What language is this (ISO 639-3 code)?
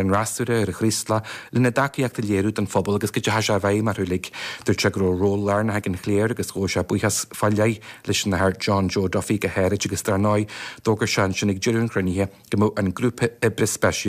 gle